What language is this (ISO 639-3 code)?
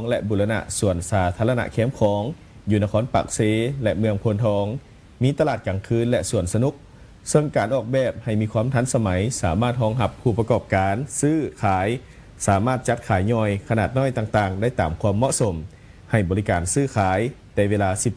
lao